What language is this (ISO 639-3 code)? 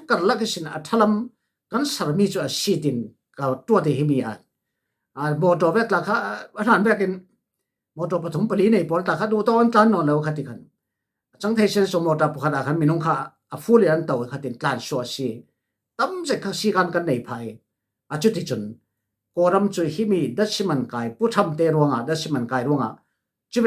cfm